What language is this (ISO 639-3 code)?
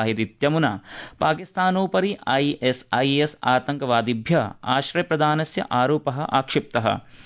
san